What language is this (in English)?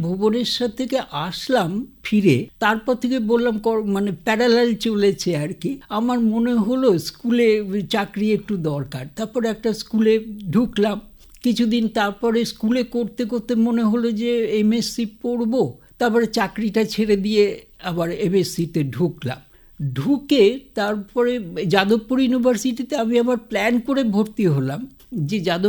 Bangla